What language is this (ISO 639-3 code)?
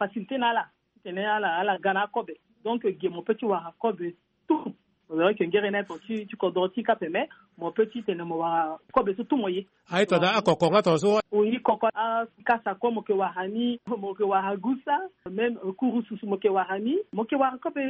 sag